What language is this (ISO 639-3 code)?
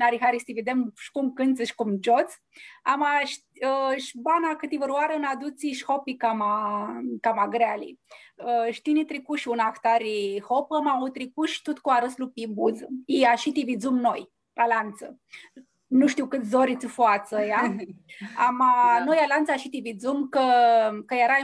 rup